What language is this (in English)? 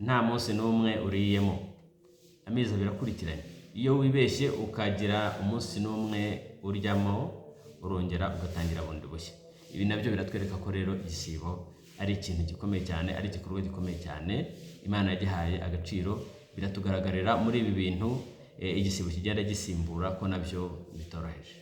Kinyarwanda